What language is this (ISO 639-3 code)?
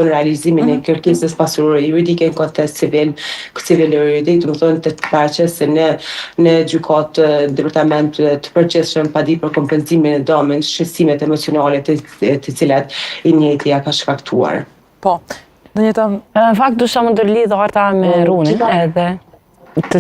sqi